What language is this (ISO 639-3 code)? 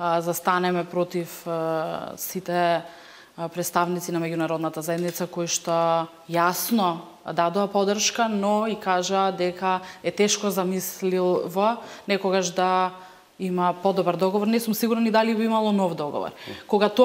mkd